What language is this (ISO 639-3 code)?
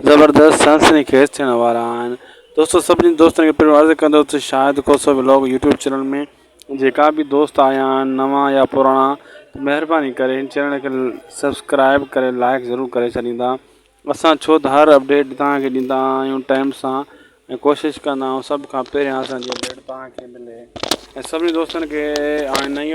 snd